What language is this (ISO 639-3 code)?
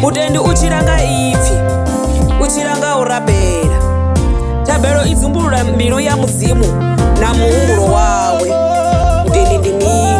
ven